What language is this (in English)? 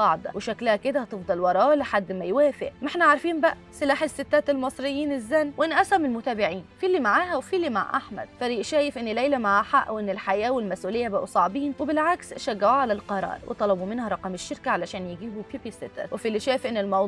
Egyptian Arabic